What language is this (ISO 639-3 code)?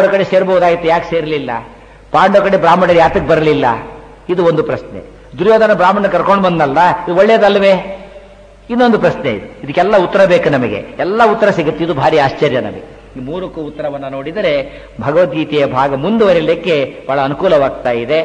kan